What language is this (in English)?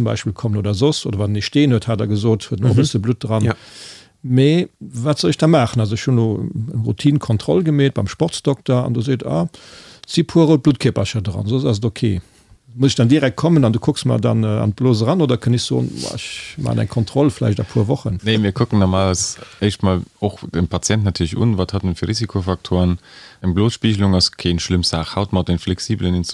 Luxembourgish